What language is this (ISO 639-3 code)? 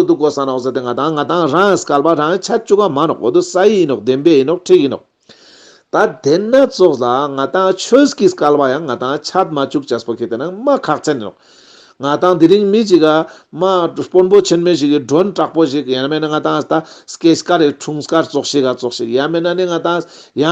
lbj